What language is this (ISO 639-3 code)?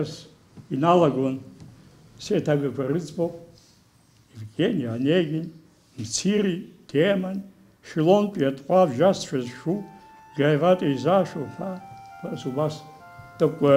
abk